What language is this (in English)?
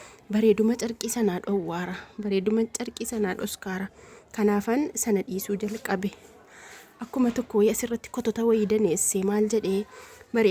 Oromo